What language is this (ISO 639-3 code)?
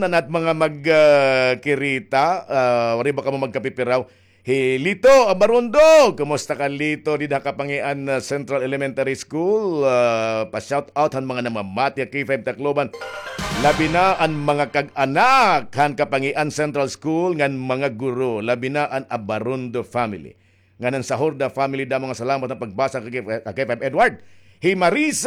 war